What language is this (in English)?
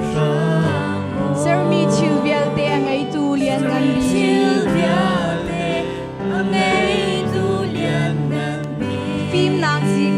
Hakha Chin